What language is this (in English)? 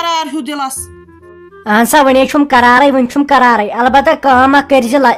Kashmiri